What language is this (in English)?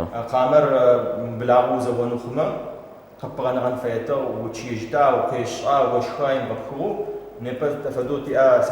Adyghe